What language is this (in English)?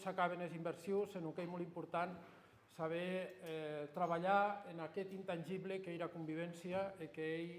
Occitan